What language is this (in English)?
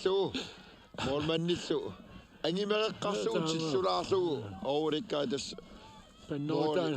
Kalaallisut